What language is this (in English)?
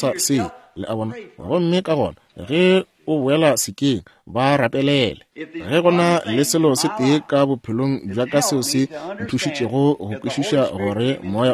Northern Sotho